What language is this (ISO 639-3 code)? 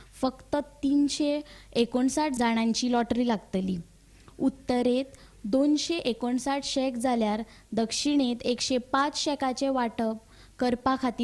kok